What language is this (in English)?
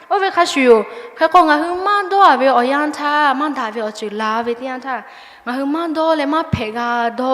Lahu